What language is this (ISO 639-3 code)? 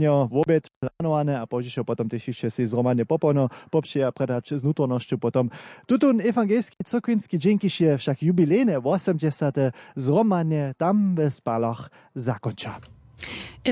hsb